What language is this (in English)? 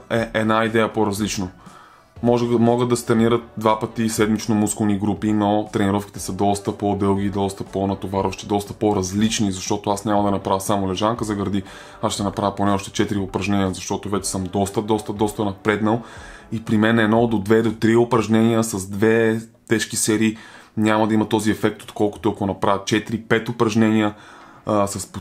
Bulgarian